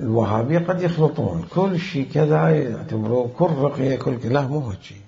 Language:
Mesopotamian Arabic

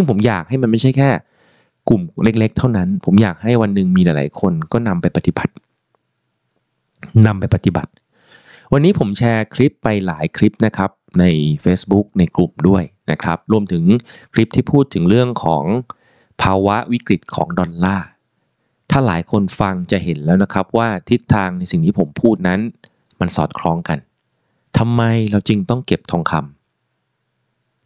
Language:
Thai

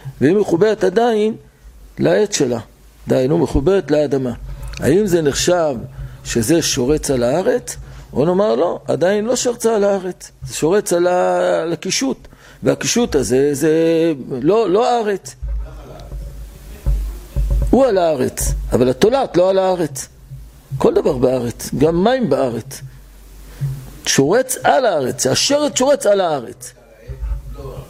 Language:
Hebrew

